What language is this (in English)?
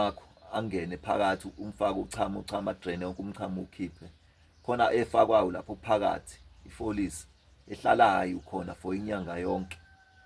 Zulu